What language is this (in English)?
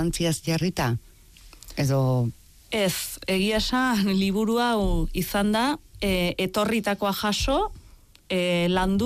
Basque